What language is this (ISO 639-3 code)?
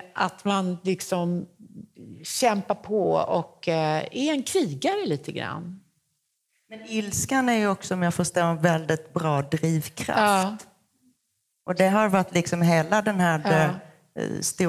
swe